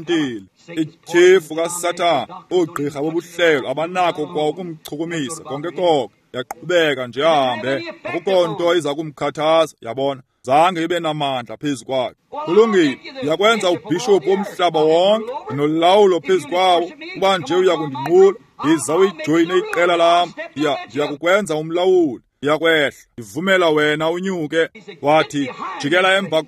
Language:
Xhosa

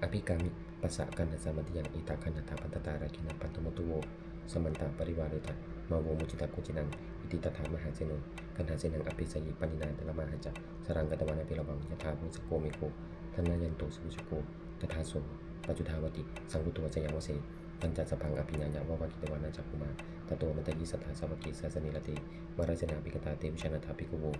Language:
Pali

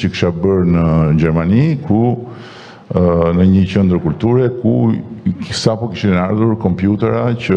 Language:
Albanian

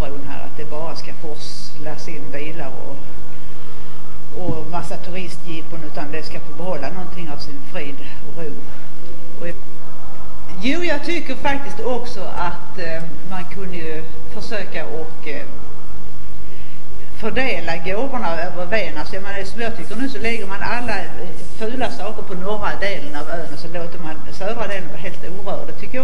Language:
Swedish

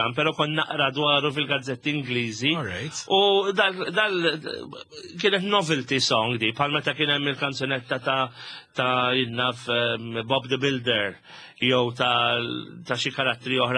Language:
Maltese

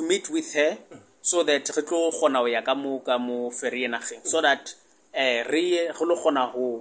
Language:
Southern Sotho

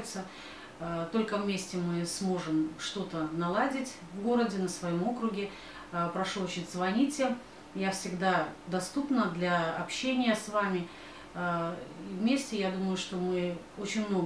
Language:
Russian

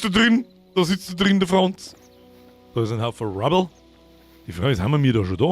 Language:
Bavarian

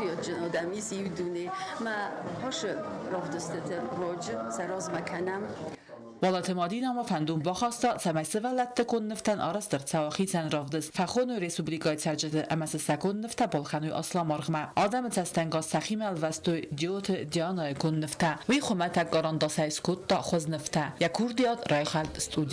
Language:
Ossetic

